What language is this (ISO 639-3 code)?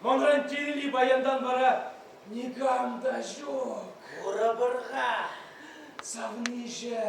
chv